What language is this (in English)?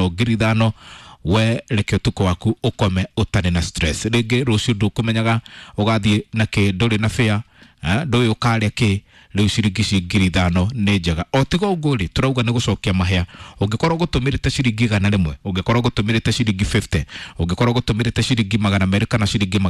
Kikuyu